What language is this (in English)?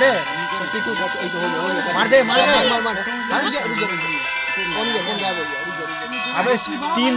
Hindi